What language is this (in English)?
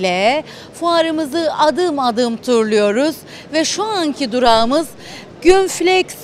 Turkish